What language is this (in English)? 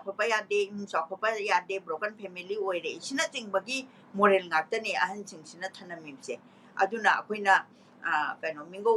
Manipuri